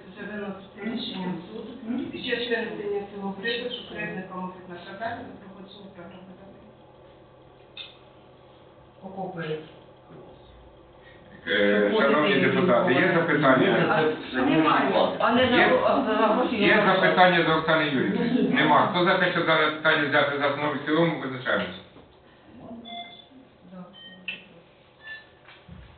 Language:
Ukrainian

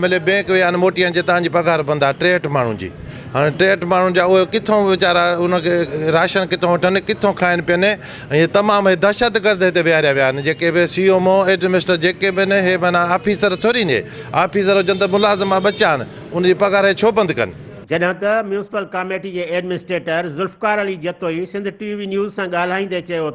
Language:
Sindhi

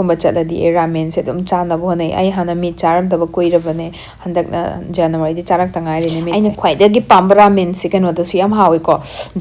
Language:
Manipuri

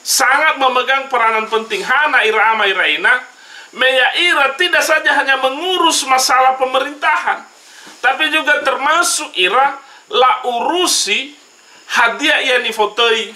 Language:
Nias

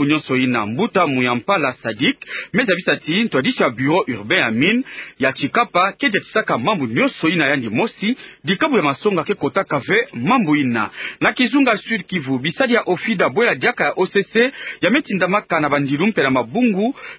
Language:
Kituba (Democratic Republic of Congo)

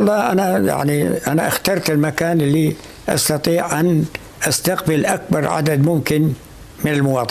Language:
North Levantine Arabic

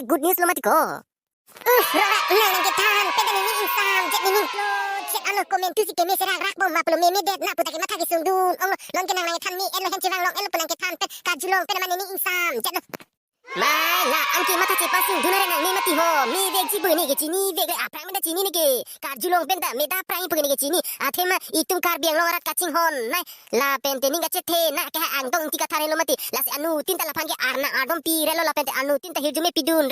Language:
Karbi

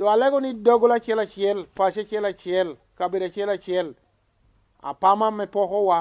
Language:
Lango (Uganda)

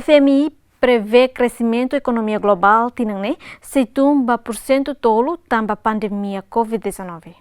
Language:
Tetum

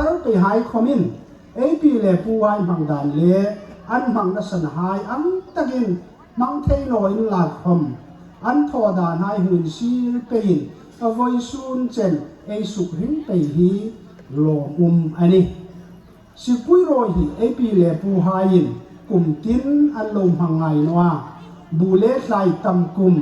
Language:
Hmar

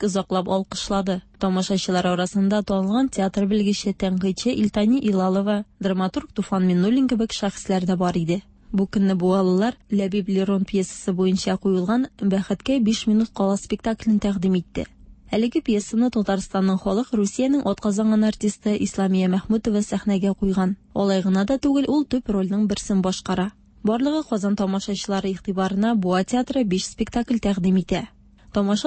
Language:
Tatar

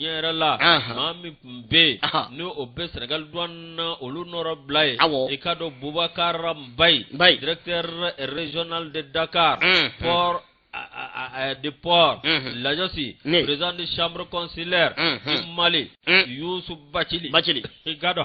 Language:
Bambara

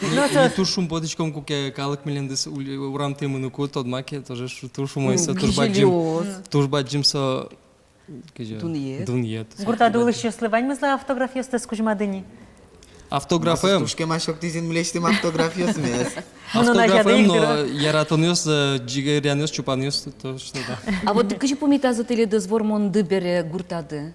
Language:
Udmurt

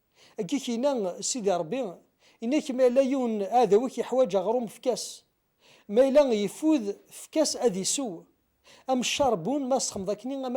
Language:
Kabyle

